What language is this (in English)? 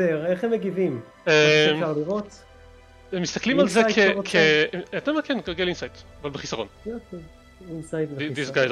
Hebrew